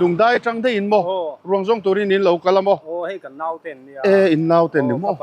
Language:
Mizo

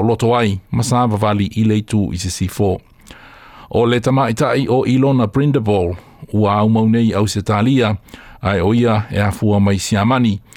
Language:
Samoan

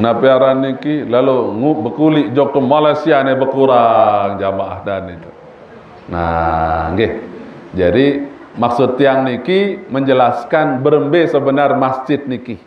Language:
Sasak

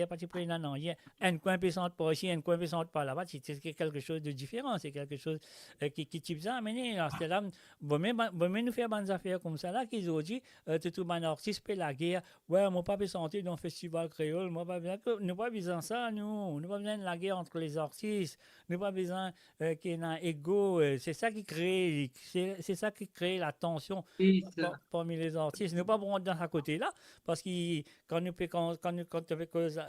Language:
Morisyen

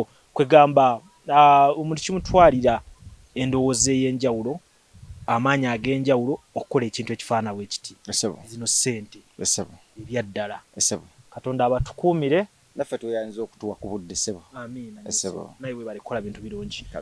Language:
Ganda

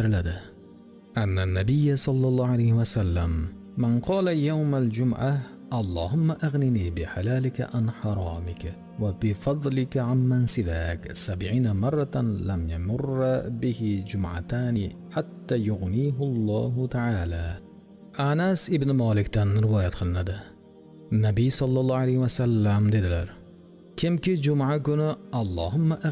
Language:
Uzbek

